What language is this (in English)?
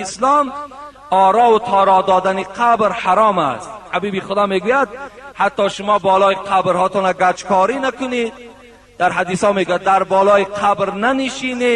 Tajik